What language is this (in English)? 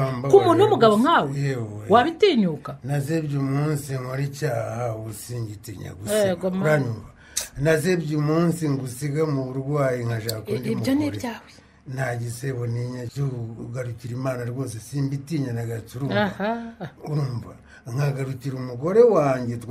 Kinyarwanda